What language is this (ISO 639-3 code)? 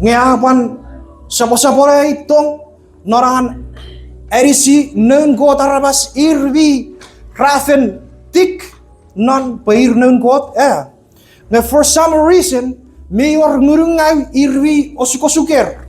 chk